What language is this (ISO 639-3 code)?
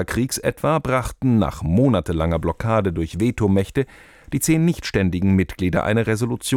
deu